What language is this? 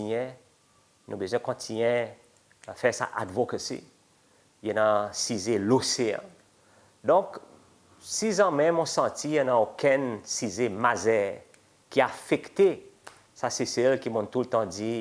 Seselwa Creole French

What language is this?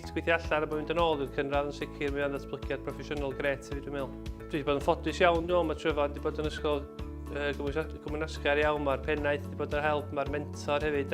Welsh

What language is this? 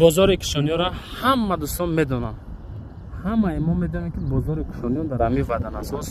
Tajik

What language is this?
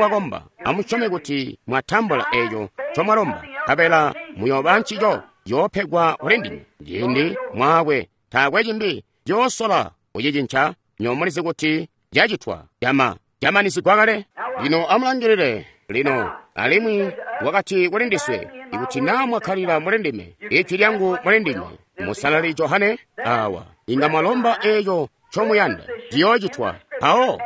Tonga (Zambia)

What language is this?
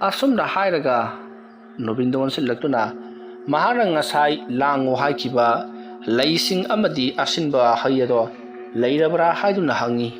Manipuri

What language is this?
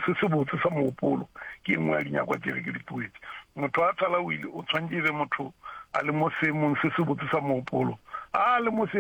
Northern Sotho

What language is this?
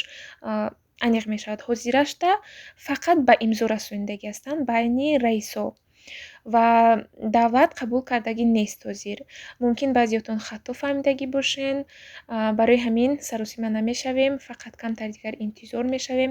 Tajik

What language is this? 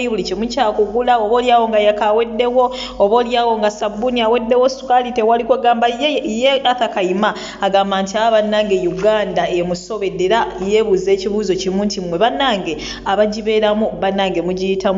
Ganda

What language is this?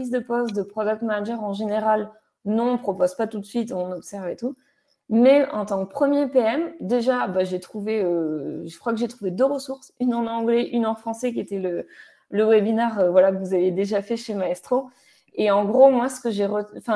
French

